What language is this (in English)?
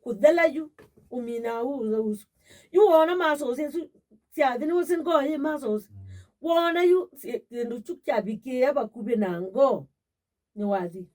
Kamba